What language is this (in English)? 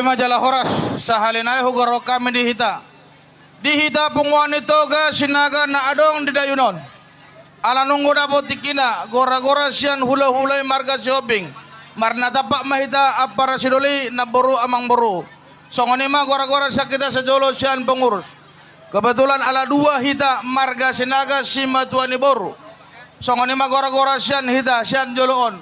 Batak Toba